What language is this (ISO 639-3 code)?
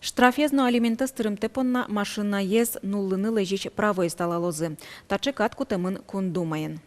udm